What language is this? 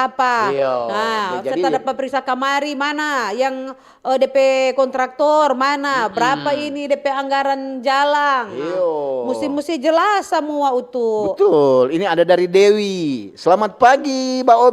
Manado Malay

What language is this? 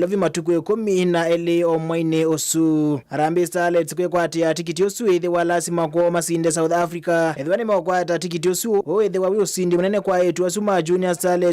Kamba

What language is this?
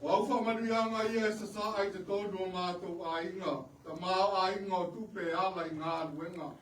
Samoan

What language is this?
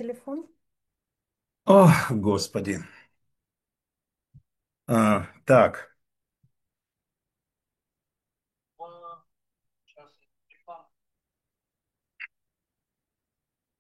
Russian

